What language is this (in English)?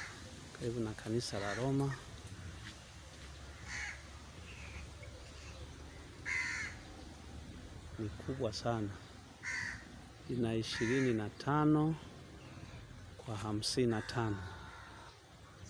Swahili